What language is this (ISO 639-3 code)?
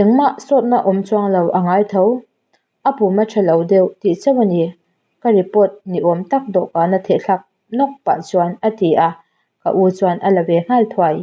lus